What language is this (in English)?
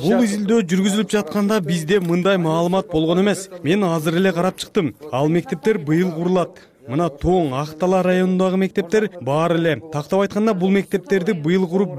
Kyrgyz